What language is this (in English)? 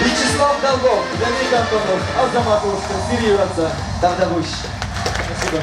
Chuvash